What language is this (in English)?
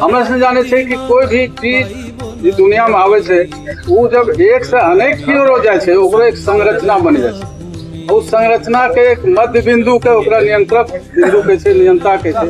Angika